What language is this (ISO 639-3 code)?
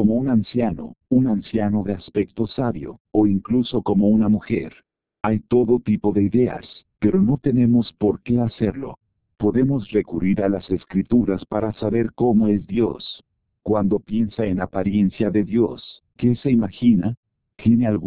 spa